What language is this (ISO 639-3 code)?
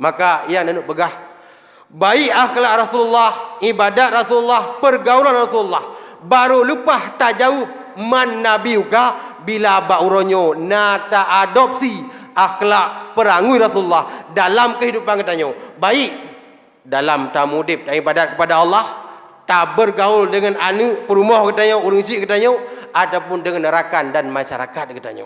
ace